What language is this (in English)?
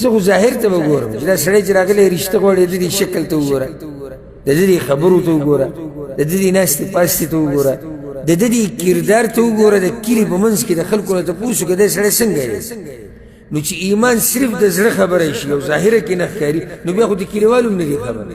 Pashto